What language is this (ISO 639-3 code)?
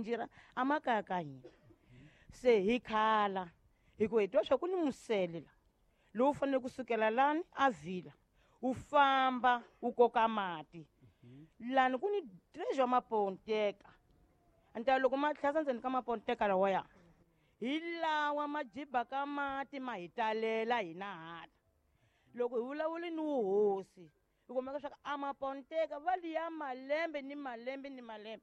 tso